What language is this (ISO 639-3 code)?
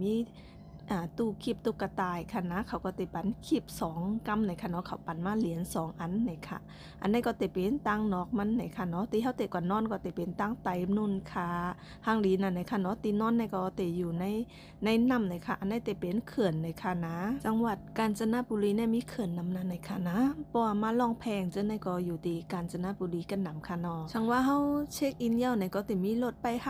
shn